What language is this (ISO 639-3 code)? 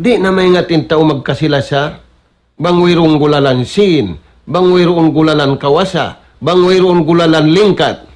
tsg